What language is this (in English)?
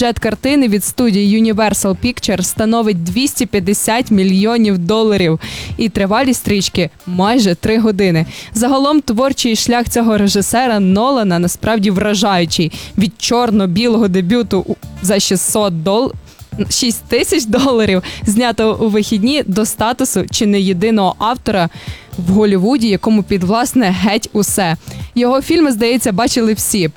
Ukrainian